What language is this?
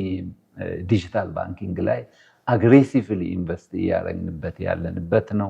Amharic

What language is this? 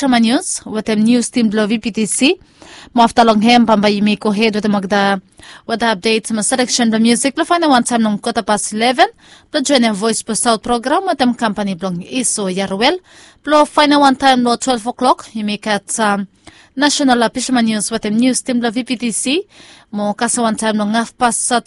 Bislama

